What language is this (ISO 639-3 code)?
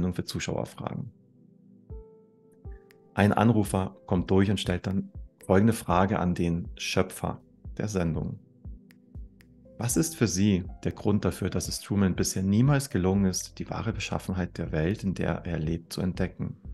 deu